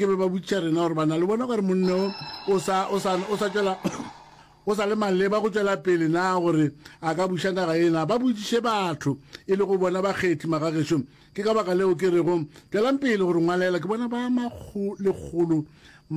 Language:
Northern Sotho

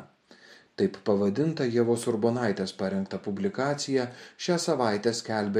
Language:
Lithuanian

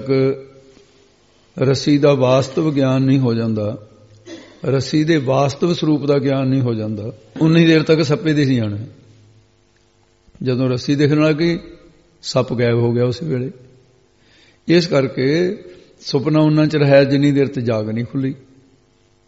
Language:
Punjabi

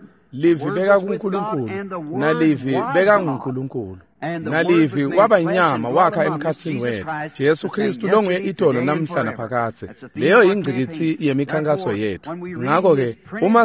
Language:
Swati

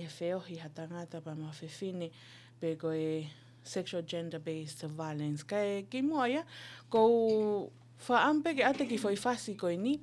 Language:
Tongan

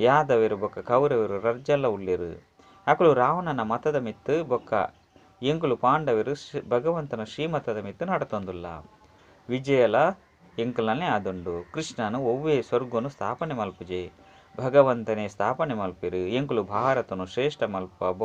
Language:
Tulu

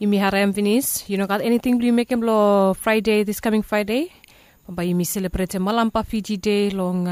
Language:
Bislama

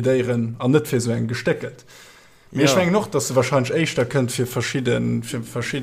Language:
Luxembourgish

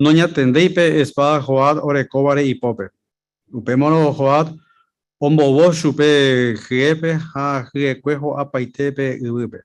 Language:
Guarani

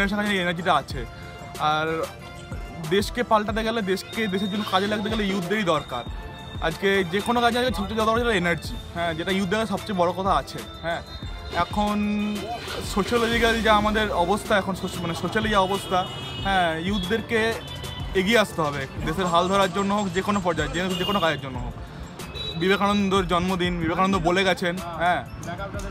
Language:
Bangla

